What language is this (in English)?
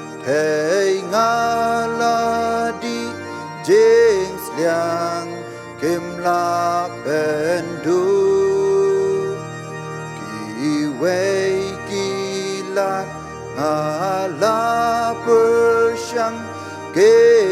Khasi